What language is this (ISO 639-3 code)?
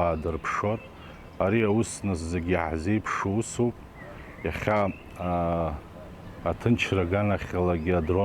abk